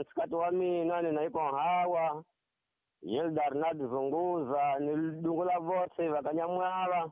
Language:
Tsonga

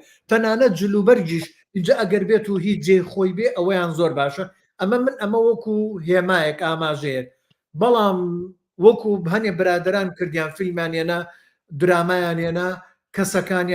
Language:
Central Kurdish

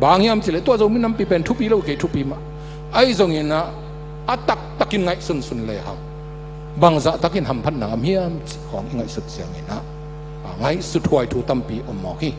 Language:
Tedim Chin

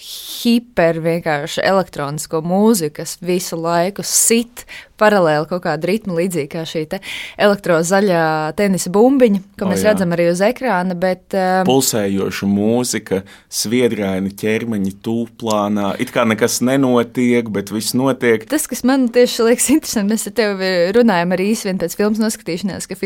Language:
Latvian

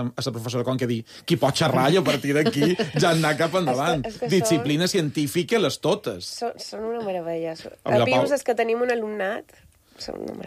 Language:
Catalan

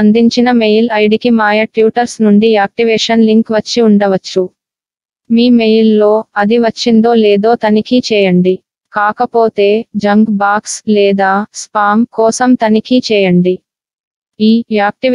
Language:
Telugu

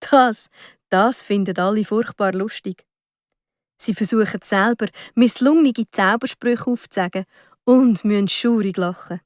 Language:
Swiss German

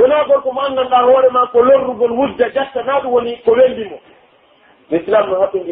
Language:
Pular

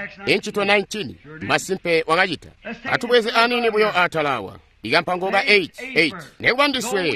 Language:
Tonga (Zambia)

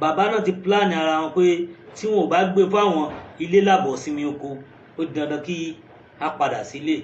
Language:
Yoruba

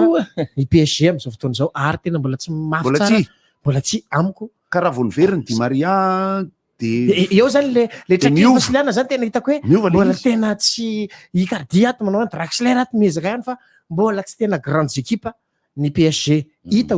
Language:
Malagasy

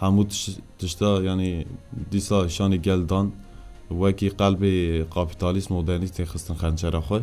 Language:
Kurdish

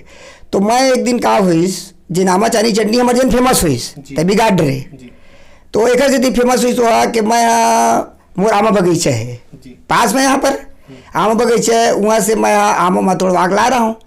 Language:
Chhattisgarhi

